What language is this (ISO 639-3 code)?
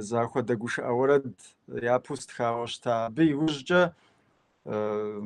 kbd